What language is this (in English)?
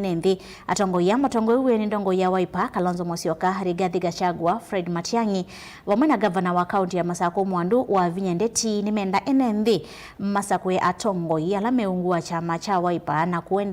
Kamba